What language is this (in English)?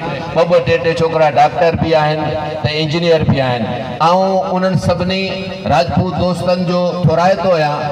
Sindhi